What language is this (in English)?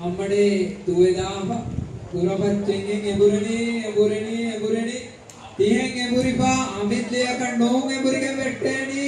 Divehi